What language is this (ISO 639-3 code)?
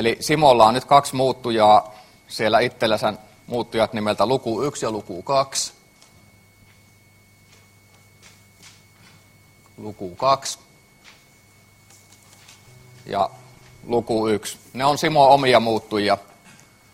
fin